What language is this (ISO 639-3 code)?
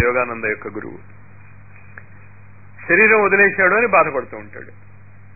tel